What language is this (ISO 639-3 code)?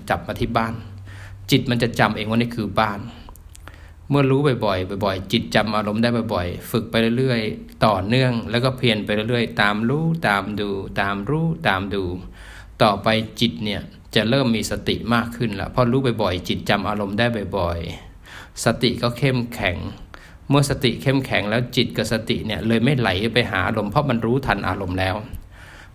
tha